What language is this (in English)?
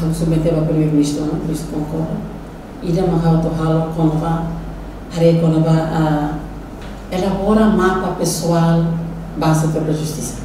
Tetum